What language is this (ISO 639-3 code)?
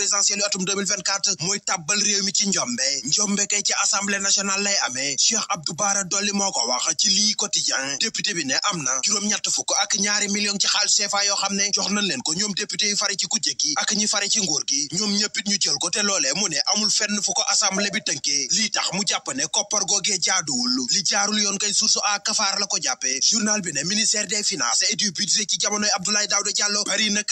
wol